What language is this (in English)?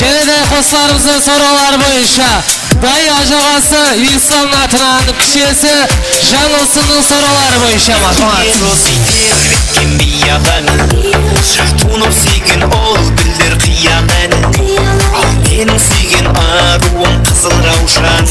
Kara-Kalpak